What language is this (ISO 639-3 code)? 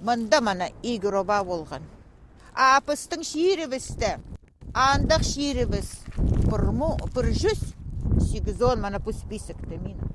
kjh